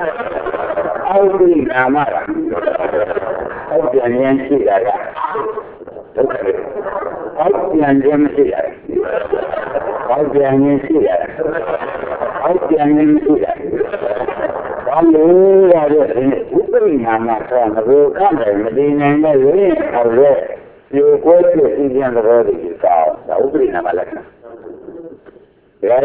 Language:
Burmese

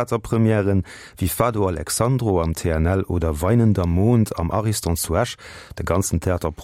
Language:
Luxembourgish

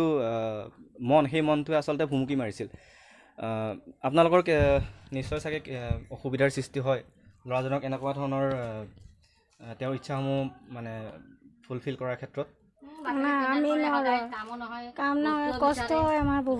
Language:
Assamese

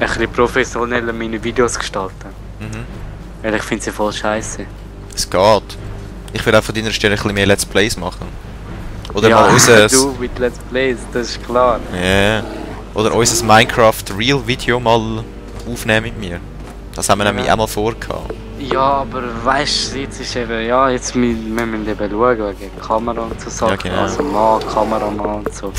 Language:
Swiss German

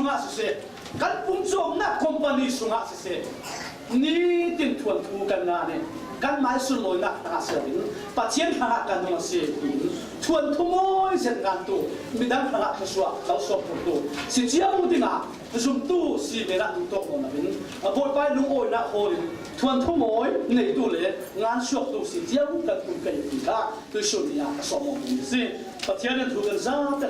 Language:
Falam Chin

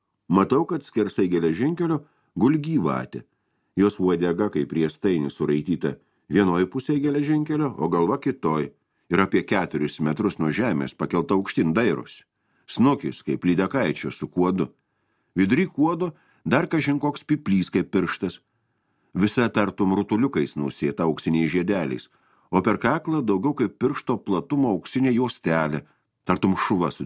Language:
Lithuanian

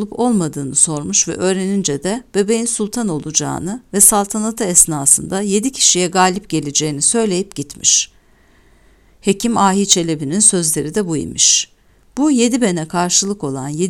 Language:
Turkish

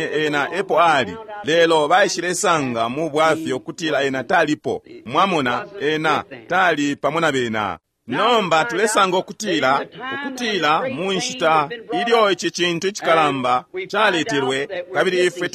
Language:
Bemba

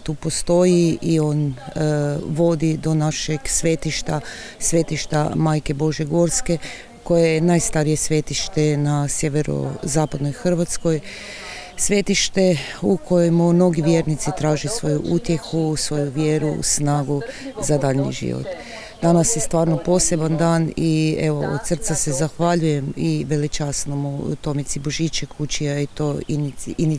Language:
Croatian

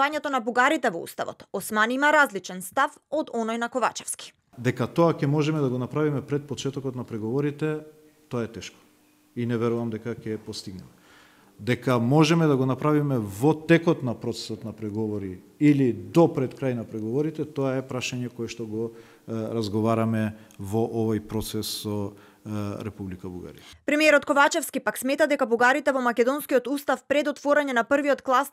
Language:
Macedonian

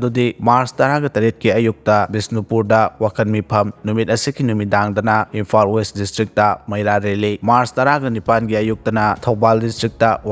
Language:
Manipuri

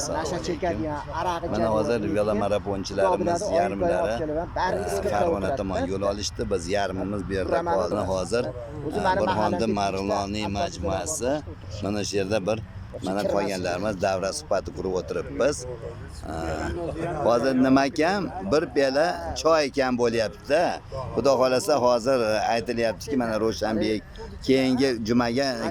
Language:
Uzbek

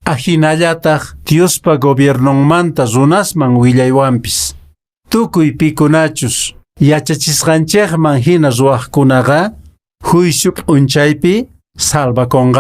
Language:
Quechua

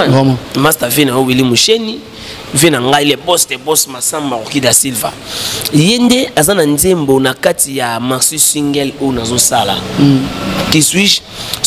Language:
Lingala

